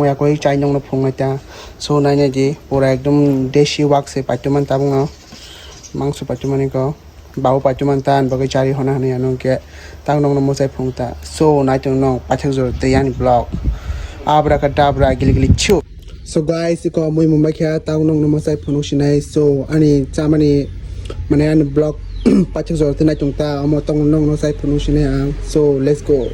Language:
Kok Borok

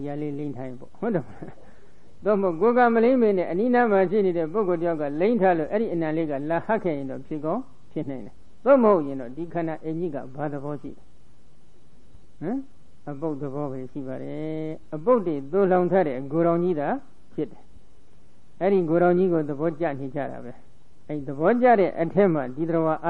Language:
Burmese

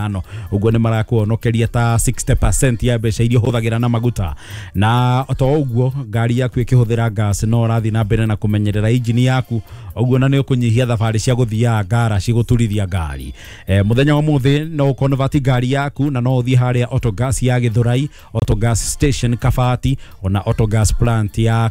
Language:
Kikuyu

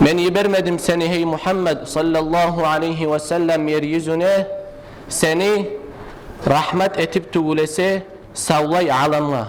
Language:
Kumyk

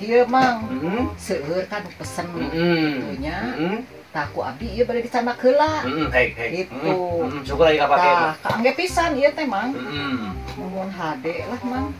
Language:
Sundanese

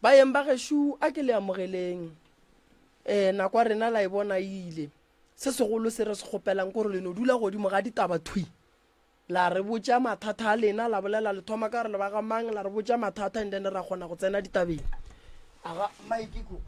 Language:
Northern Sotho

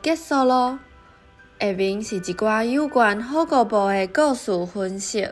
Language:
Min Nan Chinese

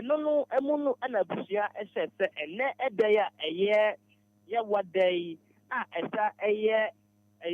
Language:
Akan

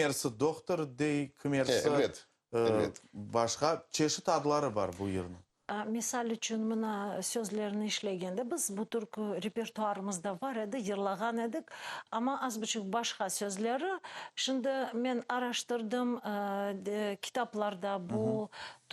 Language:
Crimean Tatar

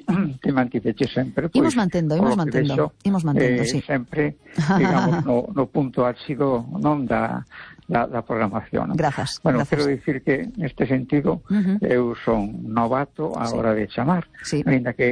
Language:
Galician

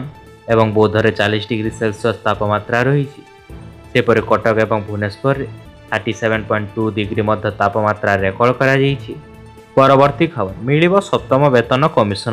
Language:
Odia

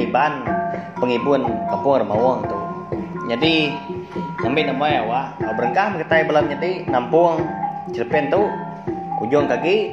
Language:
Iban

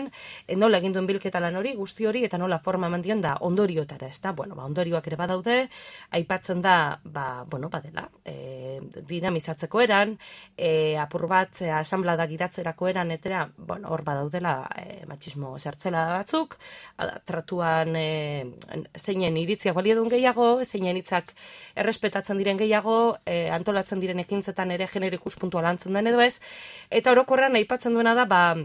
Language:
Basque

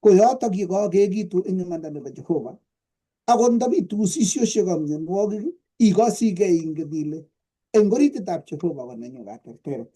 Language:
Kalenjin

